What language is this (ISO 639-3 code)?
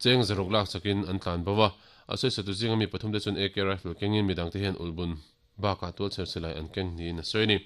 lus